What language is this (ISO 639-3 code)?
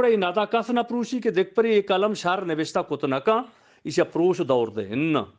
bgp